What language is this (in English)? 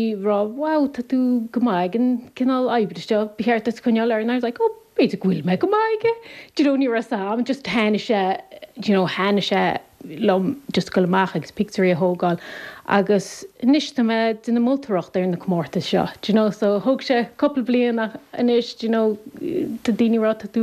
Irish